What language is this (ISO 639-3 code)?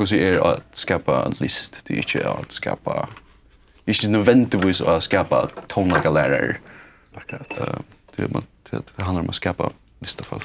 fao